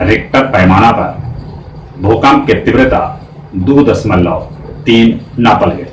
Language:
Magahi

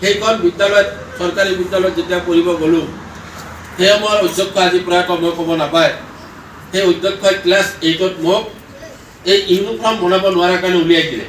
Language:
Assamese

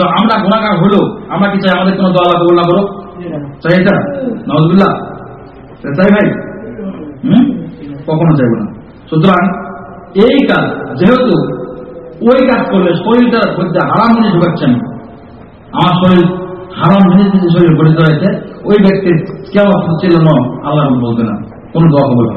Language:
Bangla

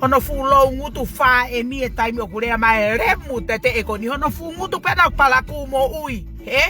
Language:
Tongan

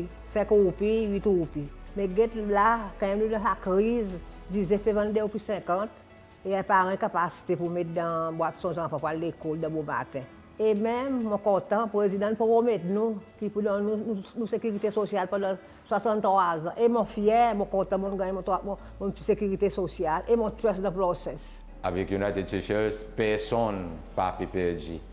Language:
Seselwa Creole French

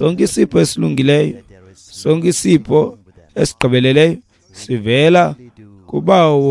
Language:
Xhosa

